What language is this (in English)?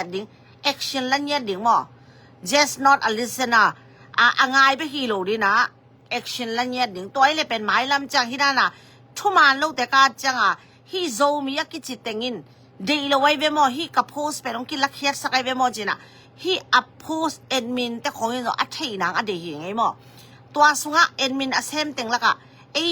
Tedim Chin